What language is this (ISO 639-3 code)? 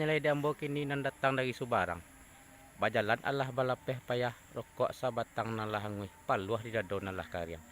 min